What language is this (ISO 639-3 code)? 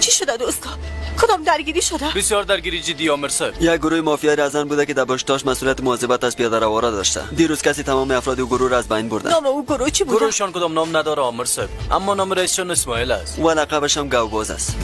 fas